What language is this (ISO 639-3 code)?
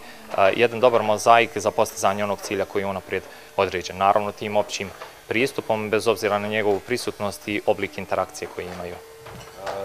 bos